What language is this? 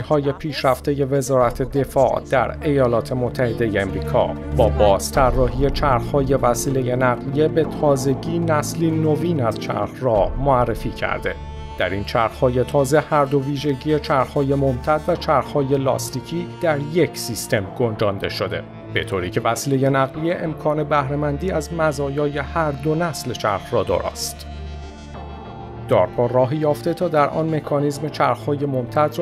Persian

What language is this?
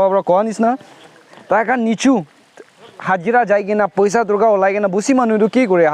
Naga Pidgin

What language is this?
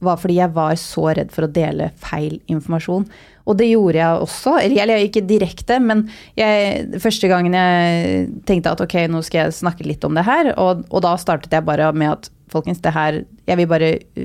Norwegian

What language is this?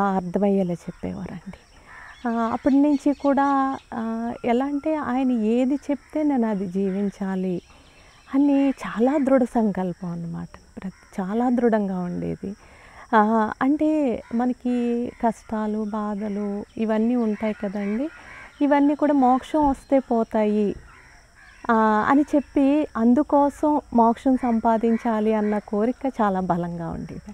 Telugu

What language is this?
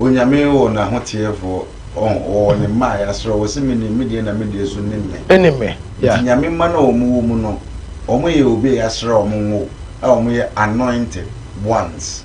Akan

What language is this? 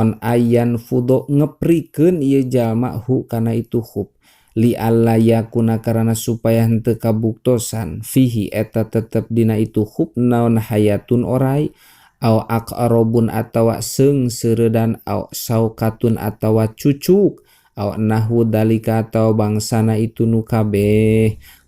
Sundanese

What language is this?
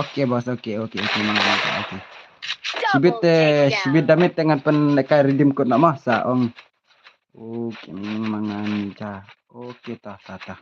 Khasi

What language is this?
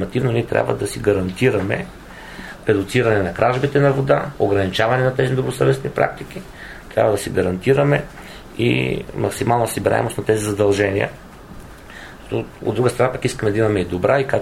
Bulgarian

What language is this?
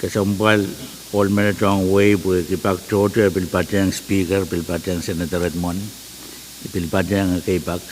Pohnpeian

